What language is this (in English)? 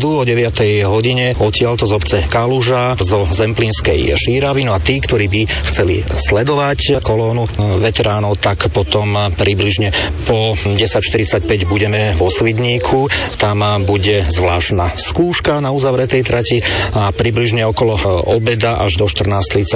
Slovak